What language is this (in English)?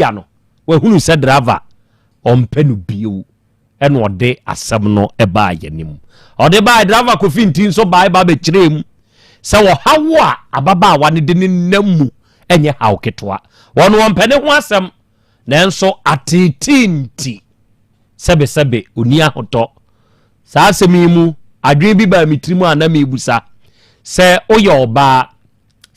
Akan